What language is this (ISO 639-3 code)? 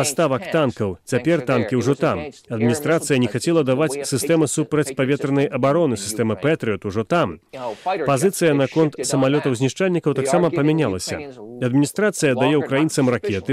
bel